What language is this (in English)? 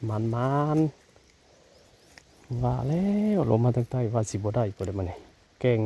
Northeastern Thai